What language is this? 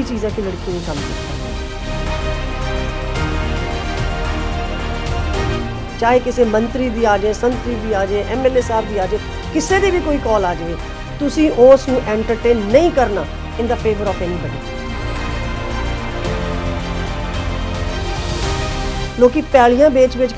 Punjabi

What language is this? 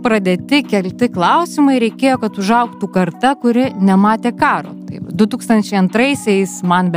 Lithuanian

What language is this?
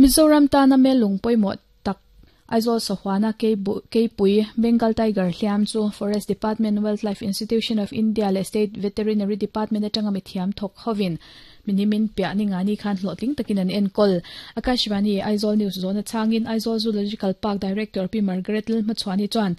Mizo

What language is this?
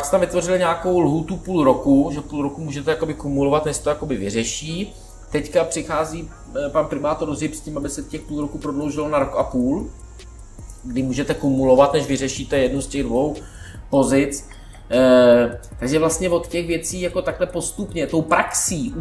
Czech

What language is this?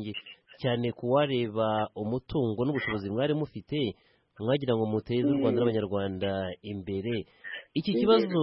Kinyarwanda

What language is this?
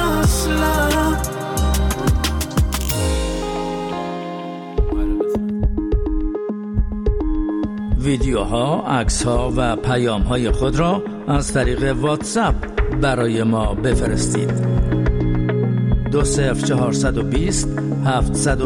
Persian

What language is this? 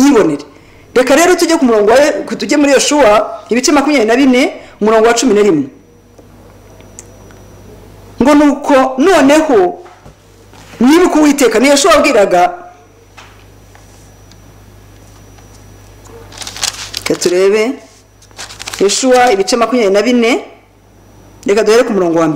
Kinyarwanda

